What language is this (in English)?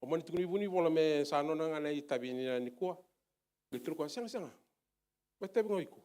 Fijian